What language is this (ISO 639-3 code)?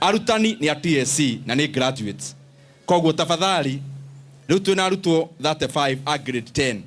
kik